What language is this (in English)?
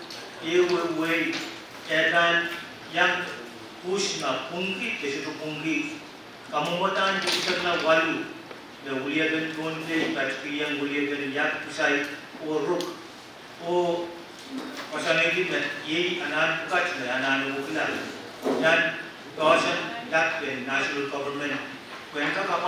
Pohnpeian